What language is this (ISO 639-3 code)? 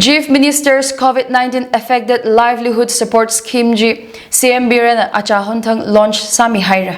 nmf